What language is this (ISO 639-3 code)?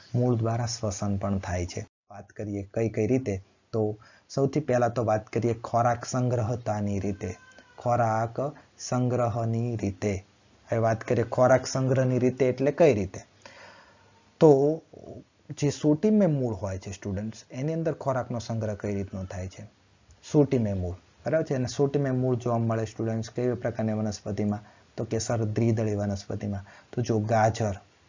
guj